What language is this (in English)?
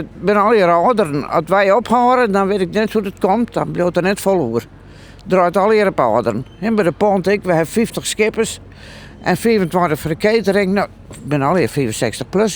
Western Frisian